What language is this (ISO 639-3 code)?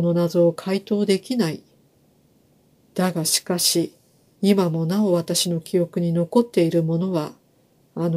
jpn